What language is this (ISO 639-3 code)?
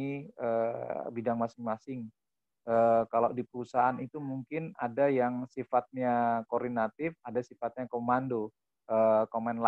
ind